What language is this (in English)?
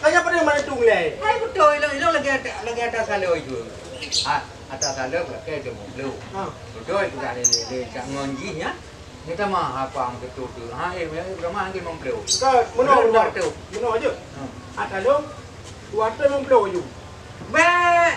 Achinese